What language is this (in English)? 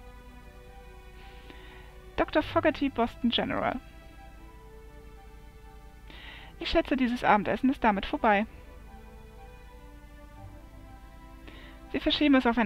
German